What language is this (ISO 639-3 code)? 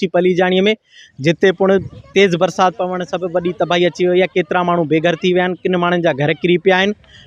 snd